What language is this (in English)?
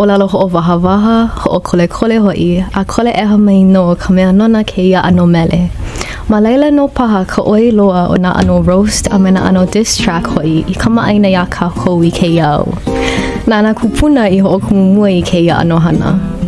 Hawaiian